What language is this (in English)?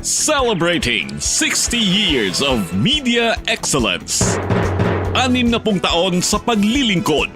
Waray